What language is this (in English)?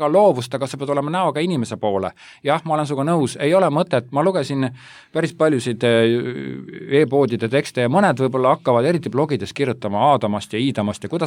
Estonian